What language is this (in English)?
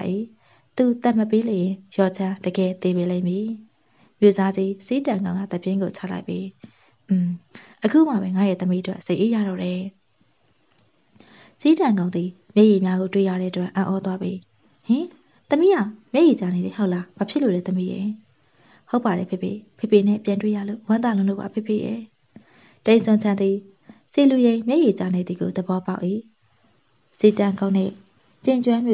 Burmese